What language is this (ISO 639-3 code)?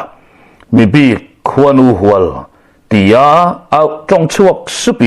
lus